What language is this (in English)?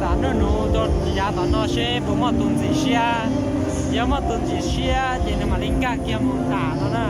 Hmong